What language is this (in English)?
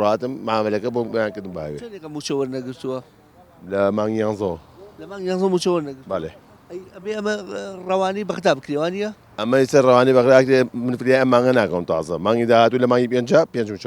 Central Kurdish